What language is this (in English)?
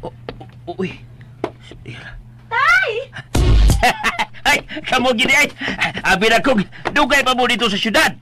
Cebuano